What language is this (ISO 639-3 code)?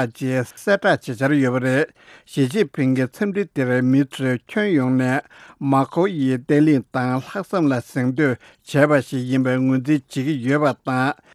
bod